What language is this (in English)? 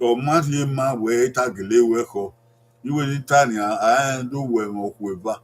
Bini